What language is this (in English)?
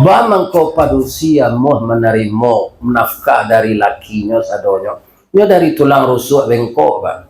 Minangkabau